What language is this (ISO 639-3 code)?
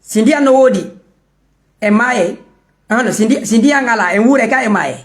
ful